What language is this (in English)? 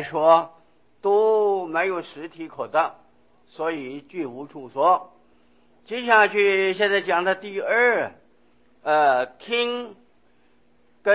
Chinese